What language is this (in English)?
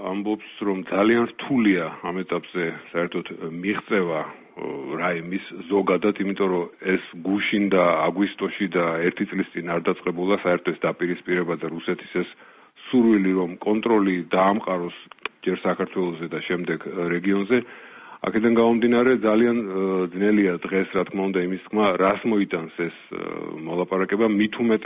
Georgian